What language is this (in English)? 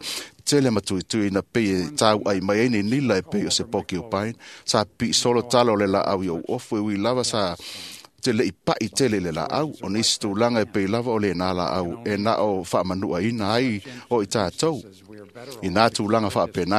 Samoan